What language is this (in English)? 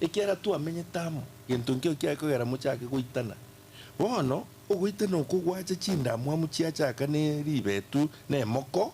Gusii